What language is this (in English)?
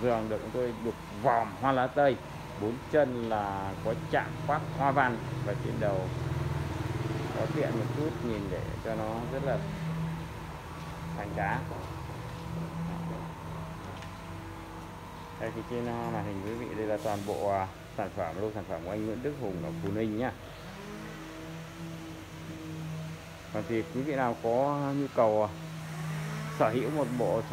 Vietnamese